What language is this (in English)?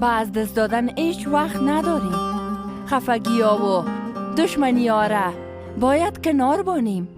Persian